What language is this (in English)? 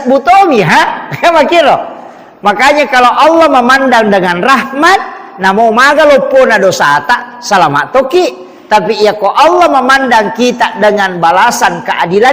Buginese